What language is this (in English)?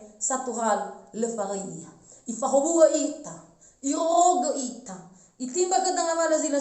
Nias